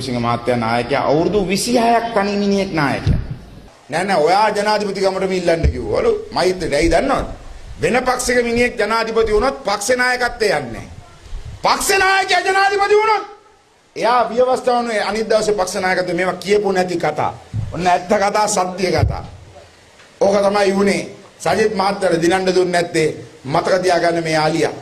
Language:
Sinhala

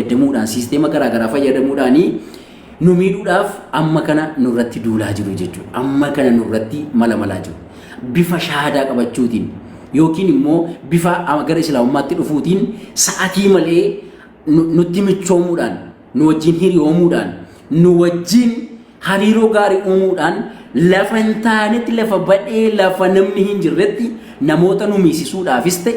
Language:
Oromo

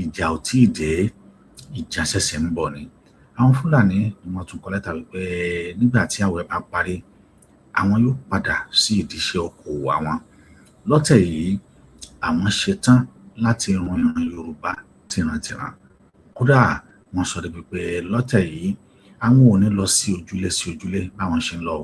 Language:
Yoruba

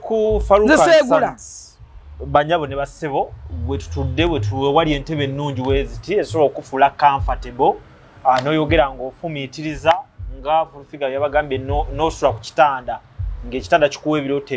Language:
Ganda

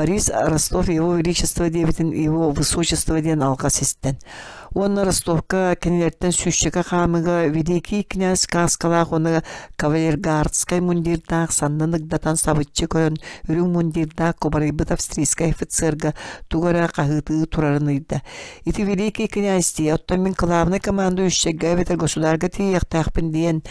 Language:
Yakut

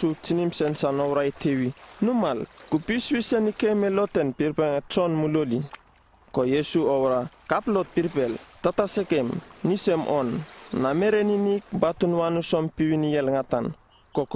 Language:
Uripiv-Wala-Rano-Atchin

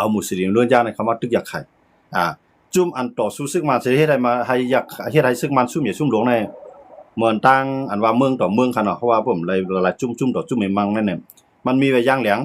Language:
Shan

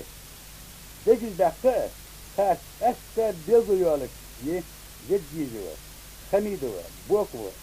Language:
Ingush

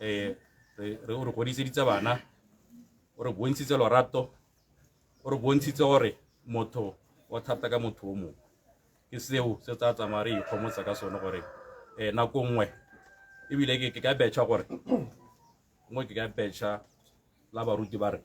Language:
Tswana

